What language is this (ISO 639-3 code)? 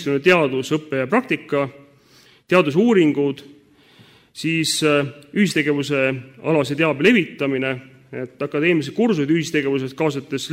est